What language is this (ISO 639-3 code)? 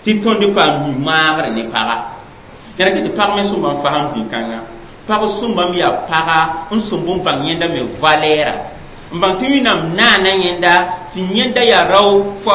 mos